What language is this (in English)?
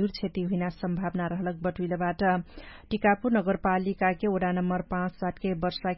Dangaura Tharu